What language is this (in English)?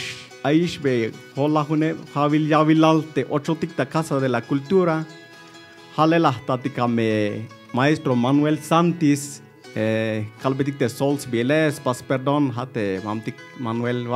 Tzeltal